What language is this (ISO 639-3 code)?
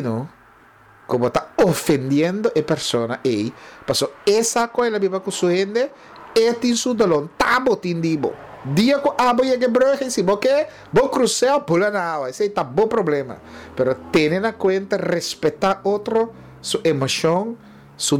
pap